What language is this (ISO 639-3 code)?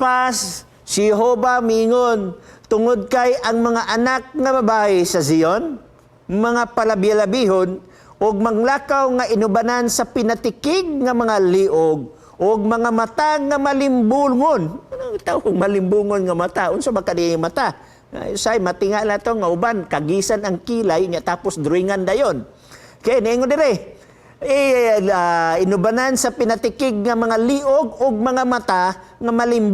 ceb